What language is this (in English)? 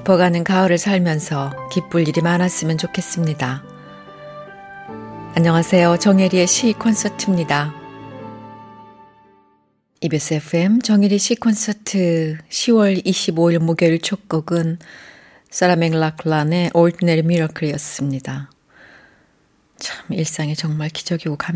Korean